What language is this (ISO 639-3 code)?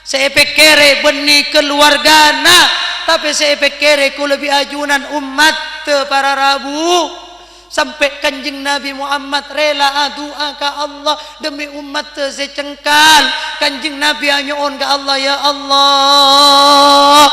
mad